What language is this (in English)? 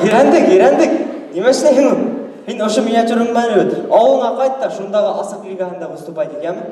Bashkir